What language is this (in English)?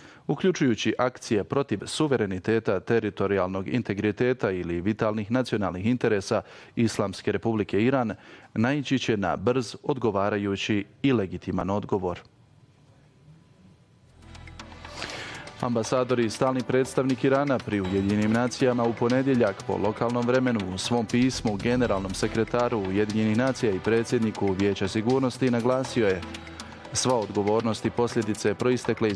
Bosnian